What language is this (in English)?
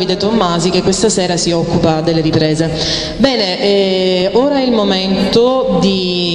Italian